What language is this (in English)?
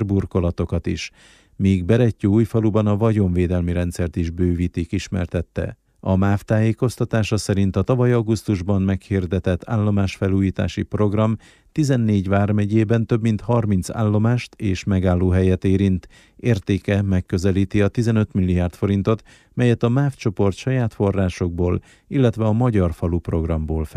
Hungarian